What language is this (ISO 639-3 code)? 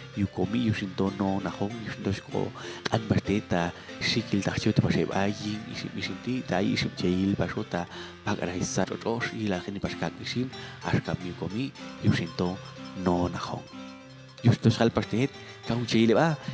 jac